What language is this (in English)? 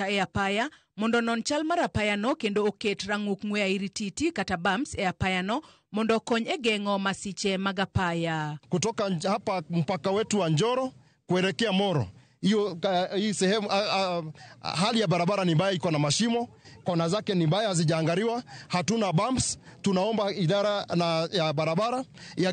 Luo (Kenya and Tanzania)